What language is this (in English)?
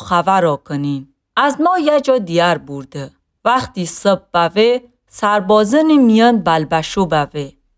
Mazanderani